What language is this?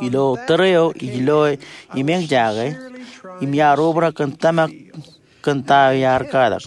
Marshallese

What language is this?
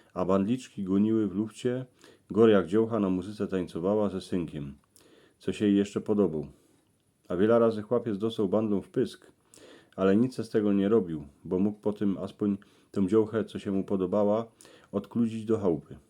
Silesian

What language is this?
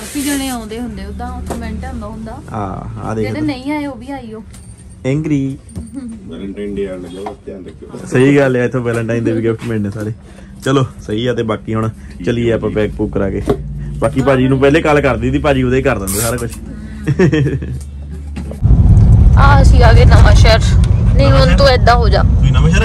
Punjabi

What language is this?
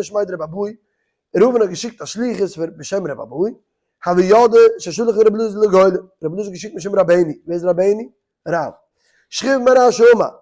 Yiddish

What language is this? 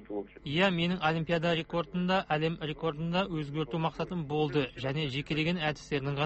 Kazakh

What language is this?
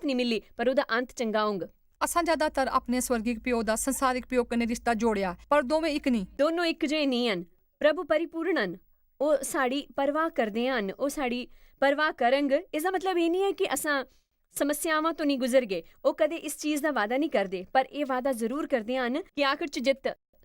Dogri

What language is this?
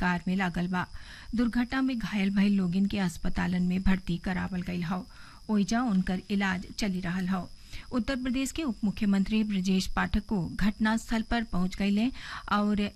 Bhojpuri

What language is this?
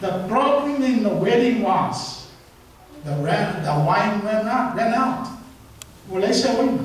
Samoan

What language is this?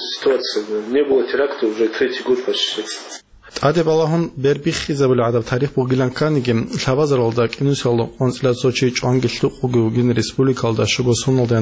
Avaric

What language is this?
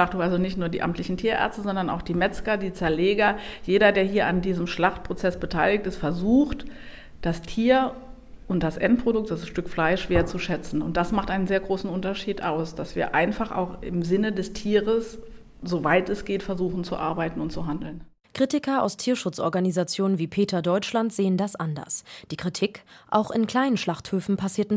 German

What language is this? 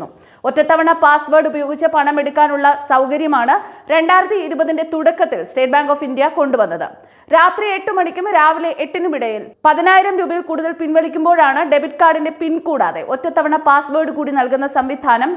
Malayalam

